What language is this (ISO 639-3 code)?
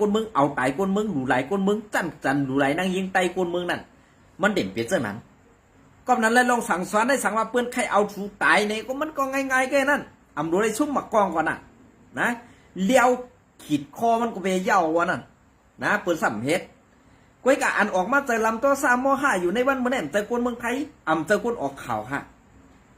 shn